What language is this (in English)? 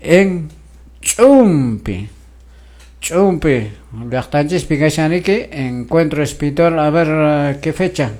Quechua